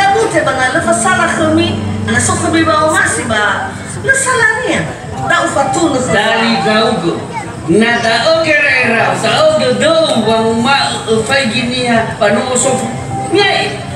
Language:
Nias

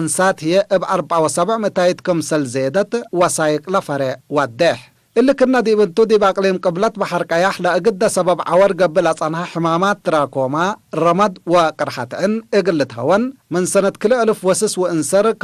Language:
Tigre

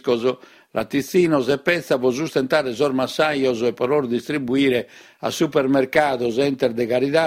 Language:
Sardinian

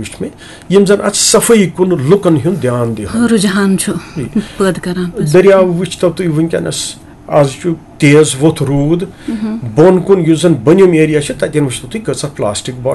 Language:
Kashmiri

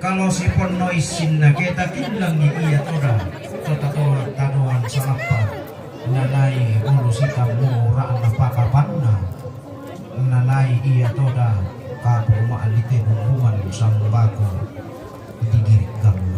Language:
Toraja-Sa'dan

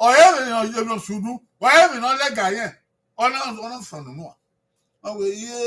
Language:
Bini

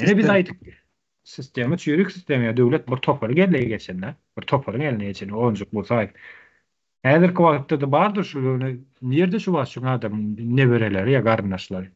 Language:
Turkmen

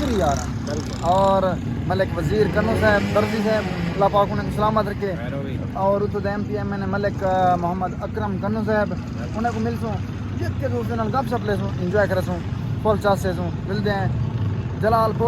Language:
Saraiki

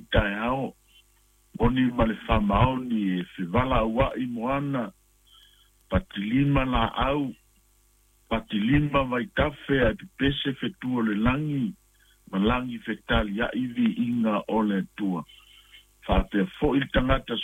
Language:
Samoan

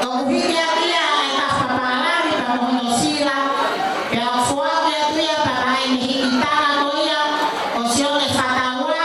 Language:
Tongan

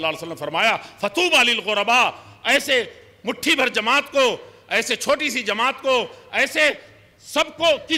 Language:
Urdu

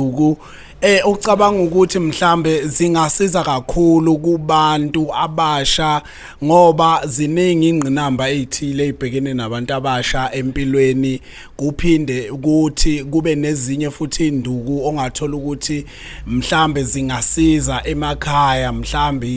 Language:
Zulu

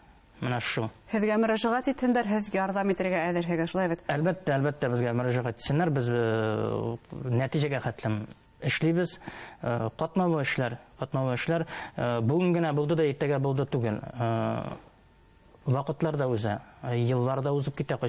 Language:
Bashkir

